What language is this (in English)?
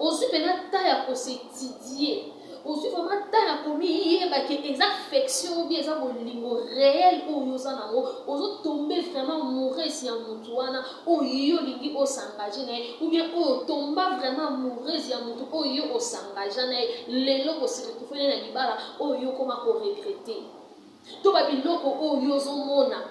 Lingala